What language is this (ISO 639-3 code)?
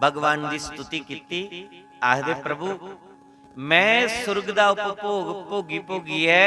doi